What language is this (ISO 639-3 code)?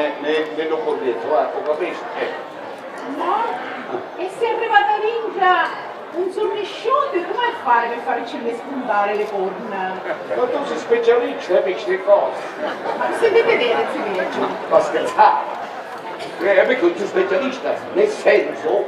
scn